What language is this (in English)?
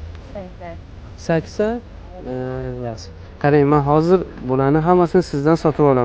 Uzbek